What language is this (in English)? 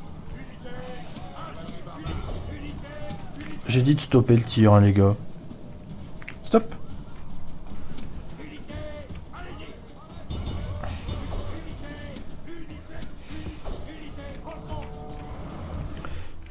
French